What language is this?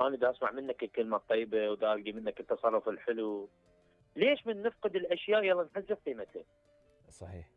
Mesopotamian Arabic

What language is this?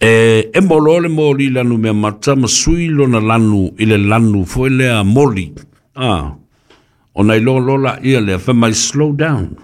Samoan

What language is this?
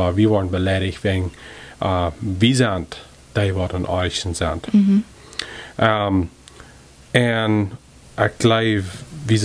Plautdietsch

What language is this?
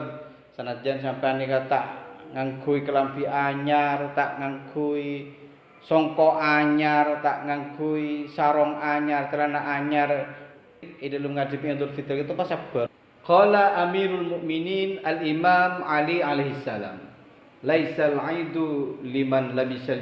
Madurese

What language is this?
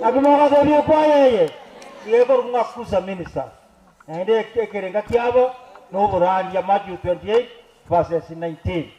Gusii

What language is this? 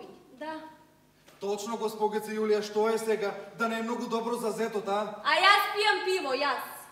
Macedonian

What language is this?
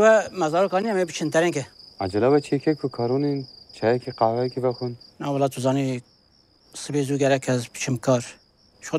Kurdish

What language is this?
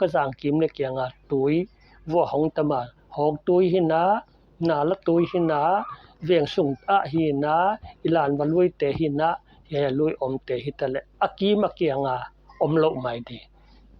Paite Chin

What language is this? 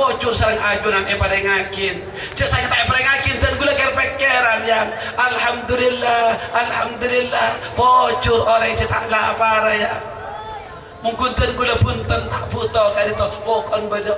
Madurese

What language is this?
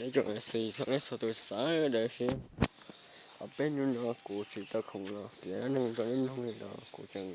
Hmong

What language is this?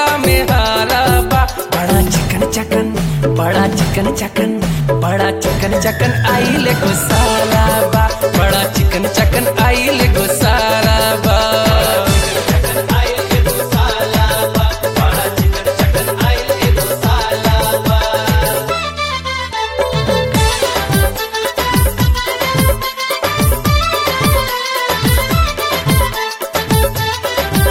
Bhojpuri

